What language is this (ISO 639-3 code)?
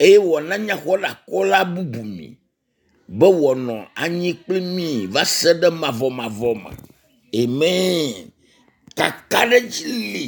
ewe